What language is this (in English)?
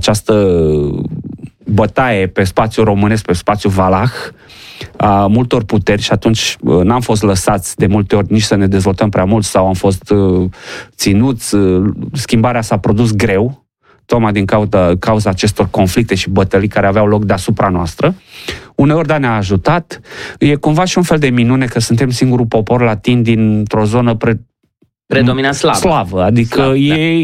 Romanian